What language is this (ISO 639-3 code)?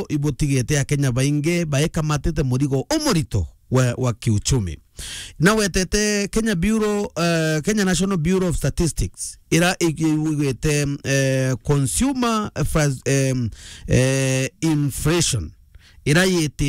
mer